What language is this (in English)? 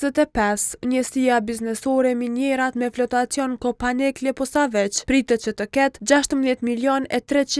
Albanian